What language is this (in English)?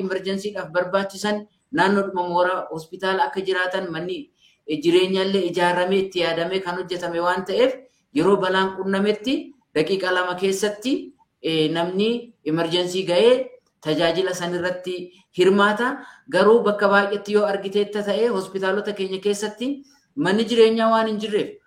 Oromo